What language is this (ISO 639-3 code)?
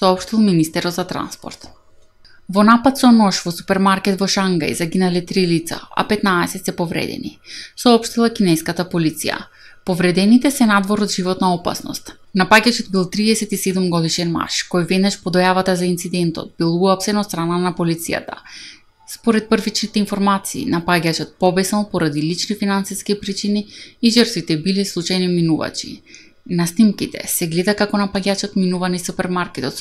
mkd